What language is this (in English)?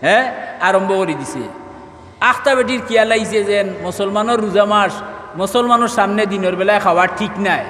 Sylheti